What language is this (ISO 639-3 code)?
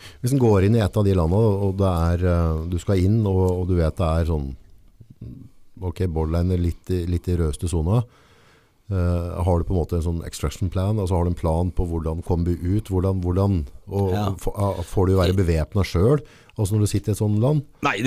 nor